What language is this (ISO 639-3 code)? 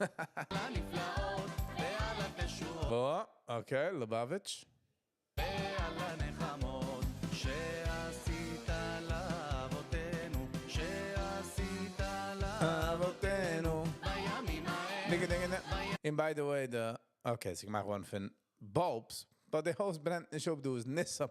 yid